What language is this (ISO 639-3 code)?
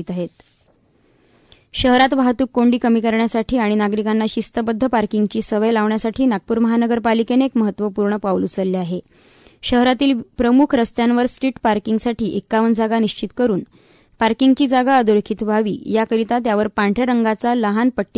mar